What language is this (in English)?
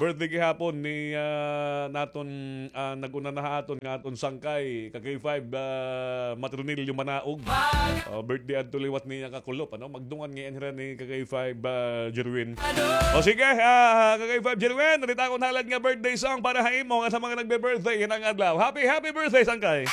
Waray